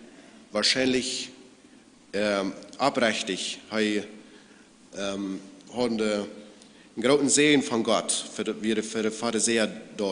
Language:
Plautdietsch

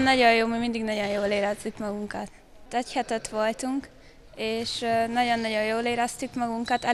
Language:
Hungarian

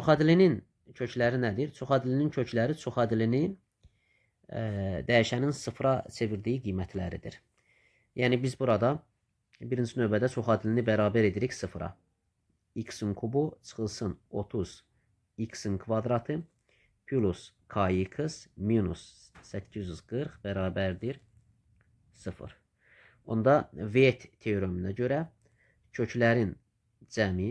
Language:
Azerbaijani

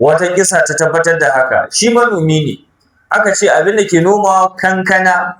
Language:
Hausa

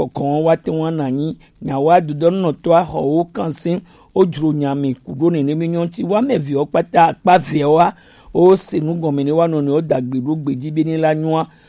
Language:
Gen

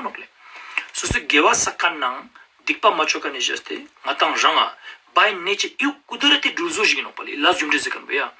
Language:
Ladakhi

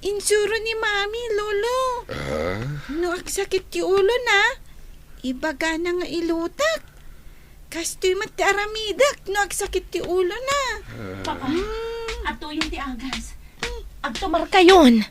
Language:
Iloko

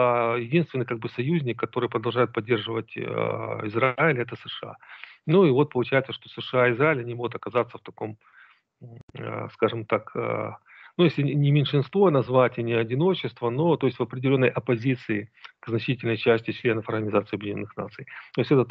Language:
Russian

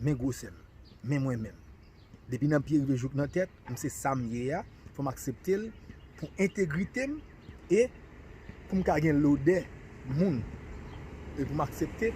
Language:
Haitian Creole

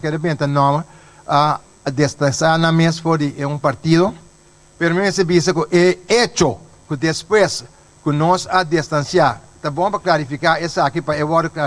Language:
Papiamento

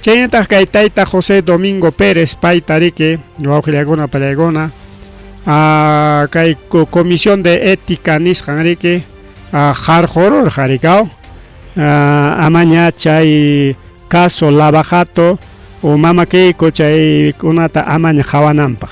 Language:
Ayacucho Quechua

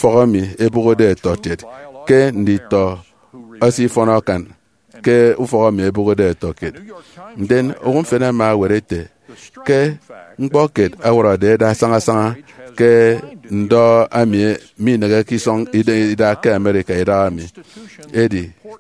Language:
Efik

